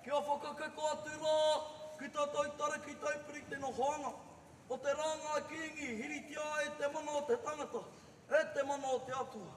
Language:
Māori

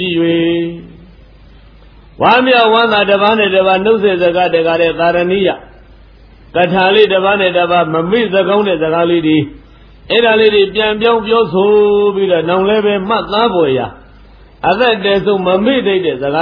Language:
Burmese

